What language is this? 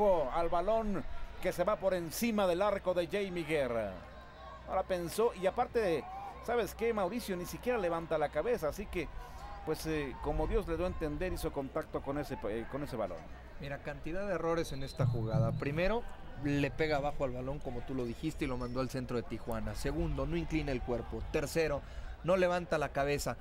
Spanish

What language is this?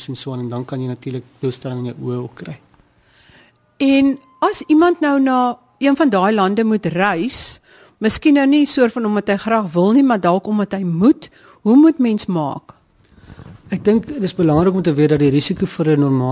Afrikaans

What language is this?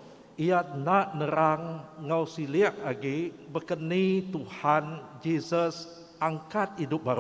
Iban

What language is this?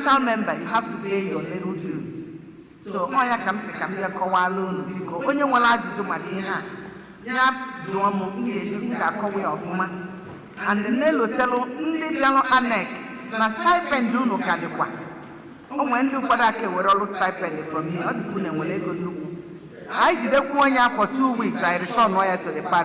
Igbo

